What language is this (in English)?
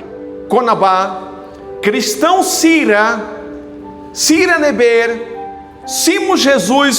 Tetum